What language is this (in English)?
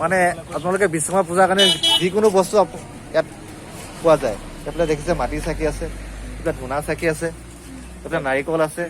Assamese